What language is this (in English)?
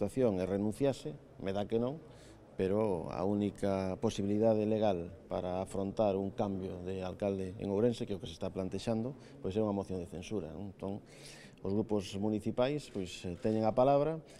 Galician